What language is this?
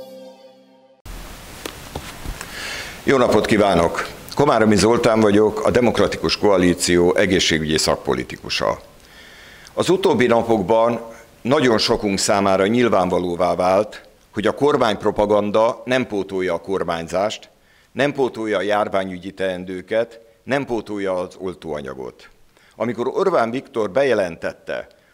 Hungarian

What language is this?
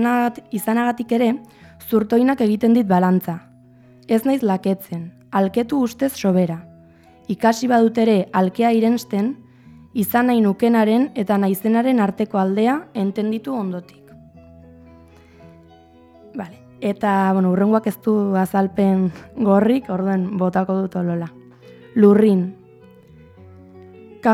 Basque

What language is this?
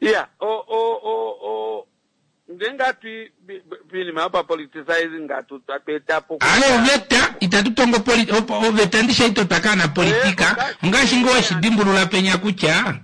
Kuanyama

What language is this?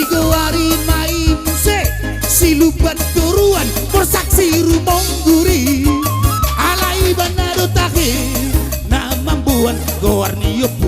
Batak Toba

